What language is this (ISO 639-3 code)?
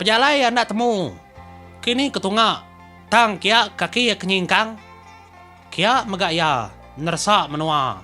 iba